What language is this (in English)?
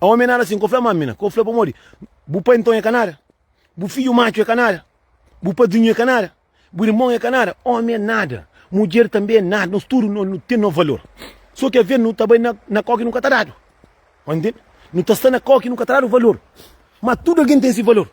Kabuverdianu